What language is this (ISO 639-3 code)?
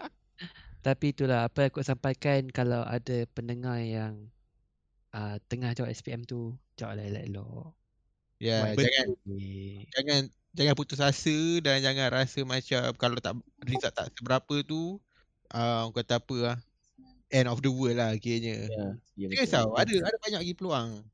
msa